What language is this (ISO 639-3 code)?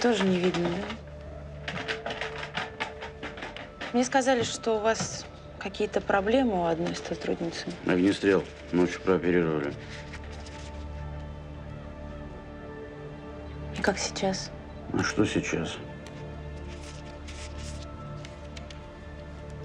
rus